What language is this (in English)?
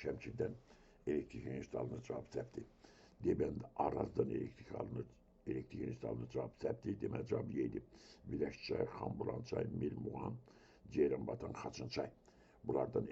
Azerbaijani